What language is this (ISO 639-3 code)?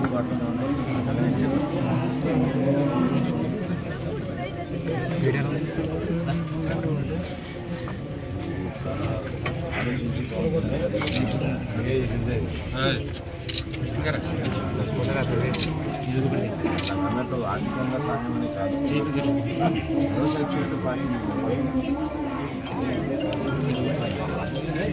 tel